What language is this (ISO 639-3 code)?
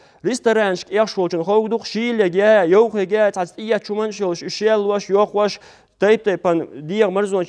che